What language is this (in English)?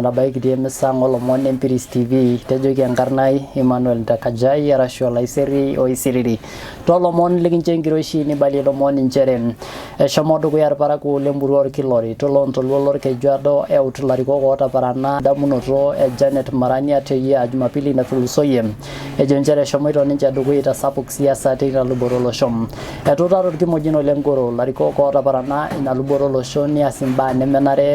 Masai